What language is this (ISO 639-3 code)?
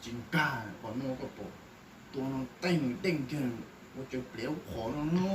hmn